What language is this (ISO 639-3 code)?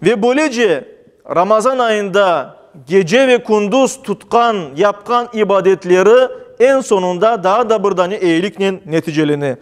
crh